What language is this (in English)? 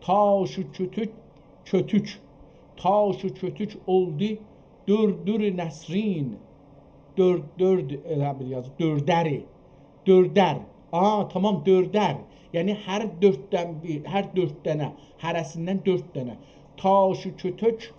South Azerbaijani